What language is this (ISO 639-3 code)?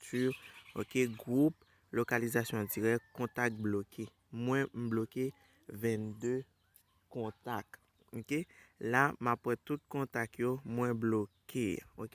hat